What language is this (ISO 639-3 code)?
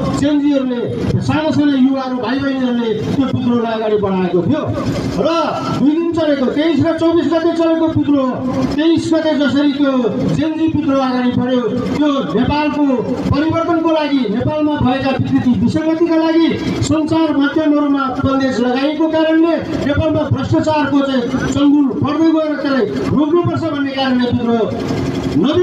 nep